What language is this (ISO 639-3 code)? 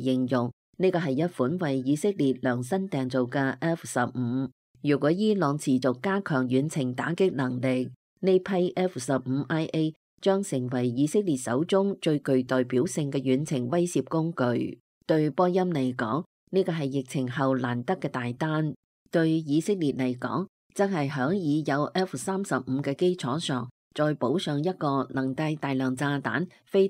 yue